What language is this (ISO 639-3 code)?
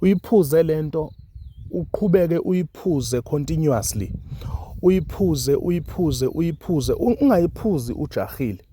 zul